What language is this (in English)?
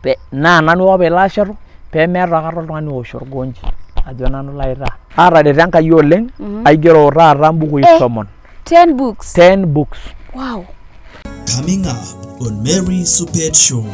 Masai